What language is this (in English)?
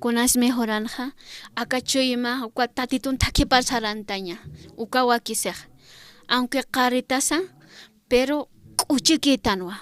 Aymara